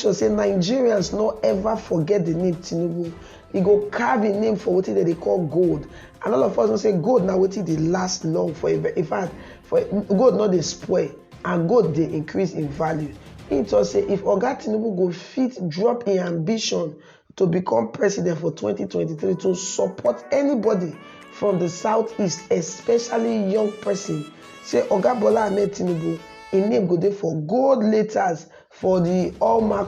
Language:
Nigerian Pidgin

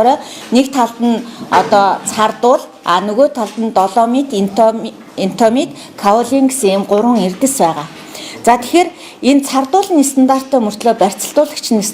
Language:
Mongolian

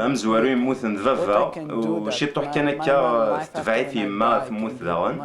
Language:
Kabyle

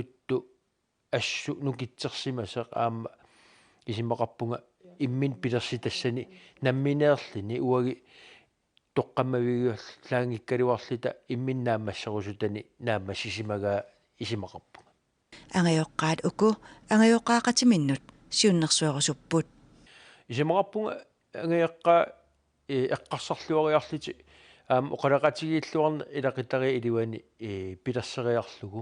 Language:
Kalaallisut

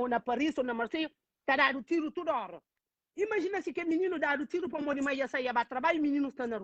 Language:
Kabuverdianu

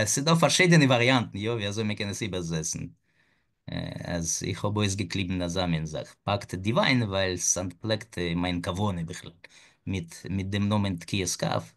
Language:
Yiddish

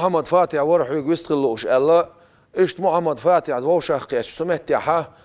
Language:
Chechen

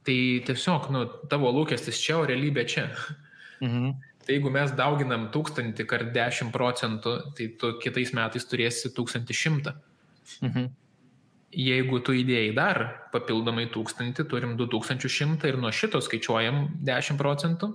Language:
Lithuanian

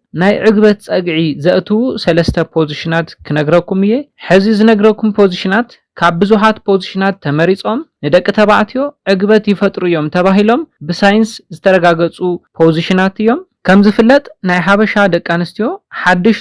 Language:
Tigrinya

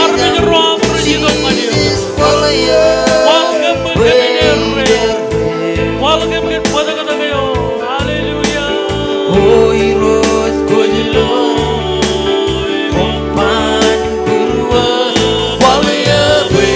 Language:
Marshallese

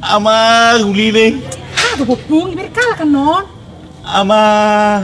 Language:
Batak Toba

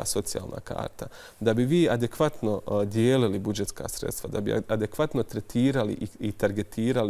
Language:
Bosnian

